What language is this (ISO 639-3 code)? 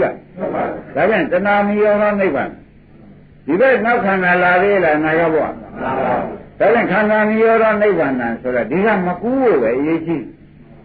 mya